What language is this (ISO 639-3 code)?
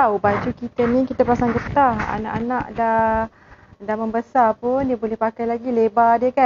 msa